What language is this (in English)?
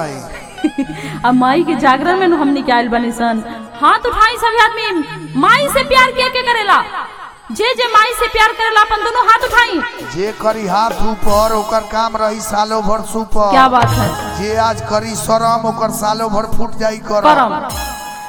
Bhojpuri